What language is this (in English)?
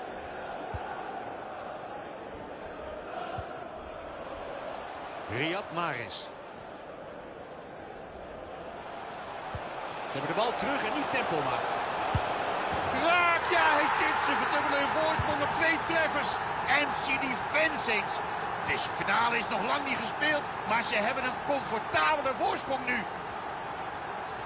Dutch